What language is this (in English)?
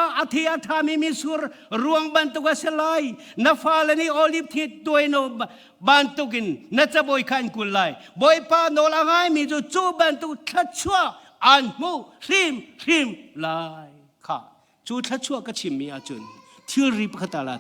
Hakha Chin